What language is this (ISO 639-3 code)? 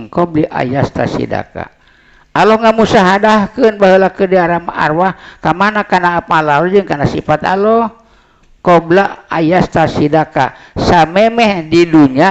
sun